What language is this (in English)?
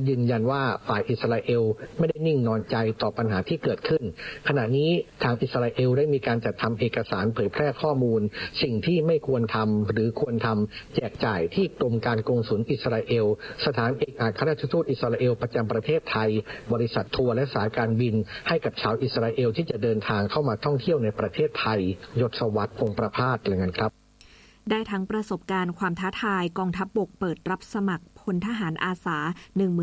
Thai